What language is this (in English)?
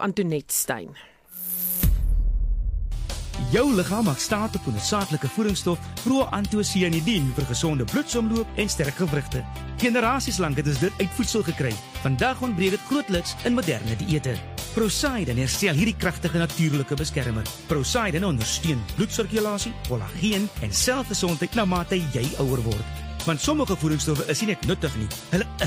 Afrikaans